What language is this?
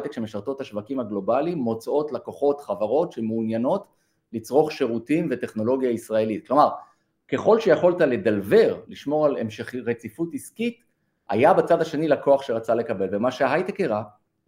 Hebrew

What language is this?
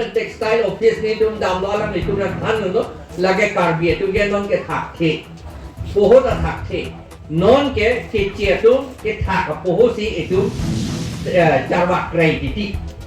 Karbi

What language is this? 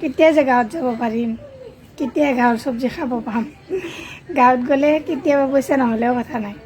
Assamese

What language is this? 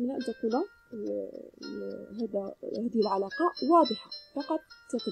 Arabic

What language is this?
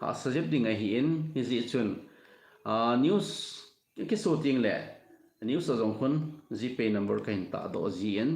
Thado Chin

